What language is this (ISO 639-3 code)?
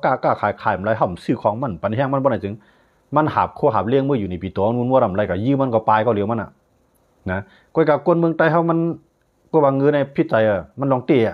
shn